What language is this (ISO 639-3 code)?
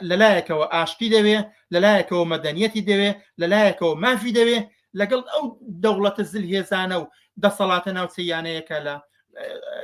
ckb